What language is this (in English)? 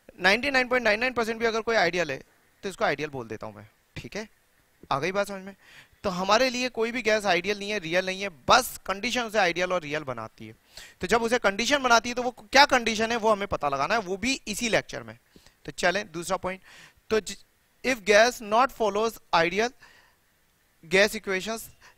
Hindi